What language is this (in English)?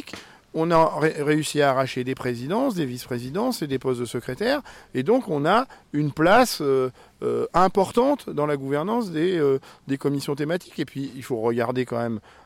French